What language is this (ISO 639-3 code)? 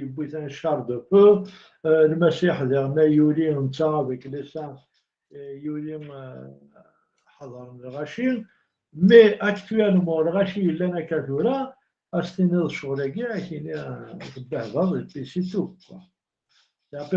kab